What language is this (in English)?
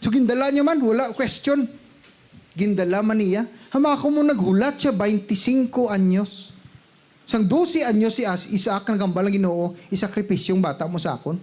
Hiligaynon